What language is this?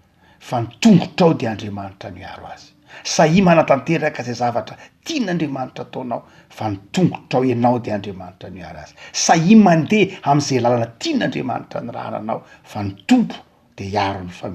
Malagasy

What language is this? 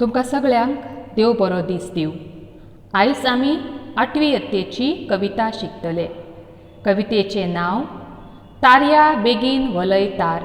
Konkani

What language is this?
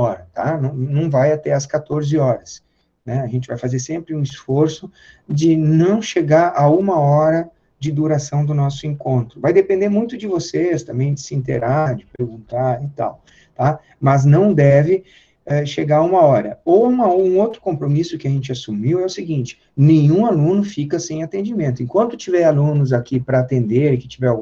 Portuguese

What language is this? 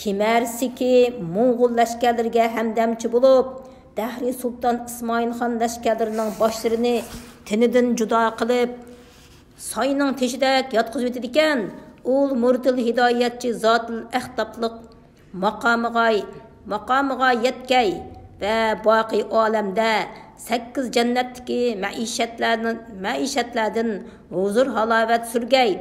Uyghur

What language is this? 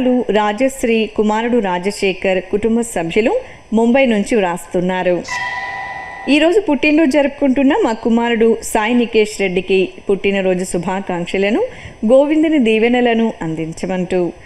Telugu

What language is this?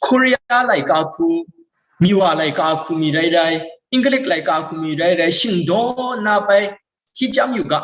Kachin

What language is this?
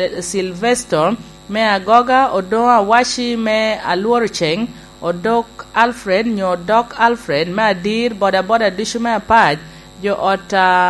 Lango (Uganda)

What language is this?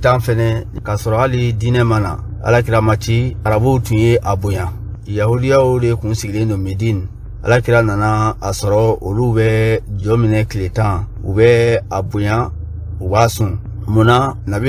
Bambara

